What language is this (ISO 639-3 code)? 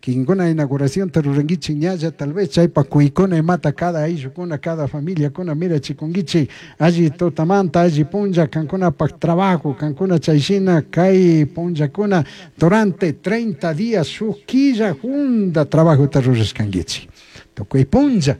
qug